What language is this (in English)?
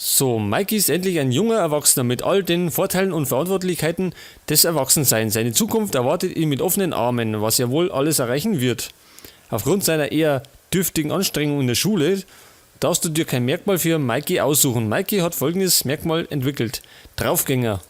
Bavarian